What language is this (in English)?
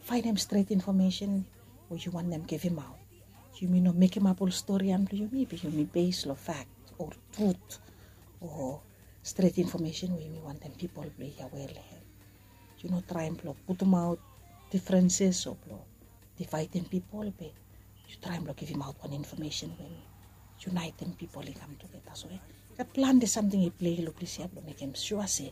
Bislama